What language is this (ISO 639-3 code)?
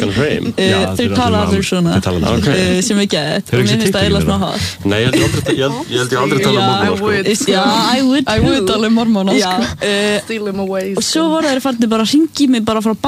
isl